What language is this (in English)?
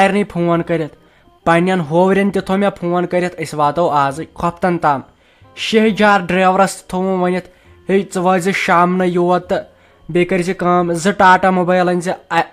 Kashmiri